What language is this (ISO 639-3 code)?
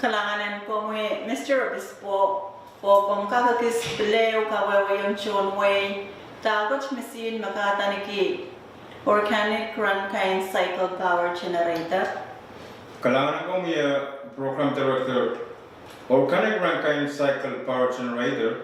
pon